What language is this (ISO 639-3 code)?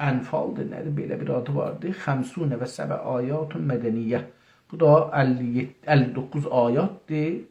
azb